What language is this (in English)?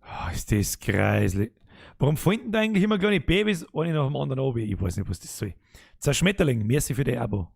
Bavarian